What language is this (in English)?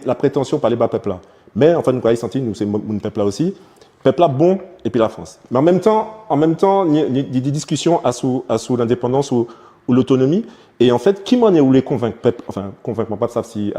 Guadeloupean Creole French